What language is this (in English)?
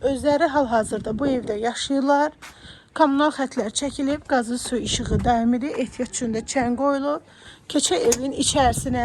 Azerbaijani